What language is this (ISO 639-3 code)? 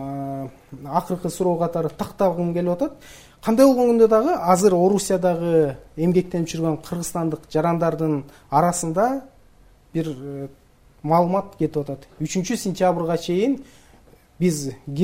kir